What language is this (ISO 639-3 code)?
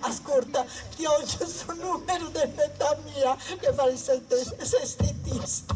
srd